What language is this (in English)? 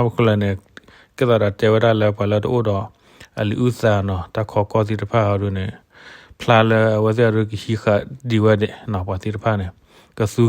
S'gaw Karen